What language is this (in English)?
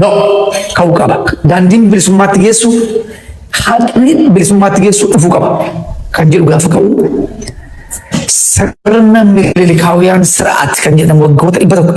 Oromo